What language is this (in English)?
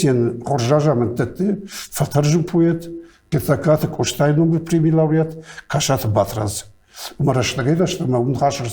Ossetic